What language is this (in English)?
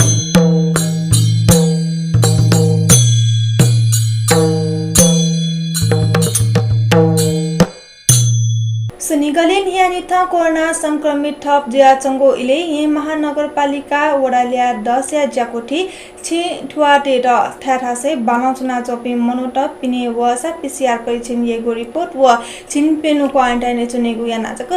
Newari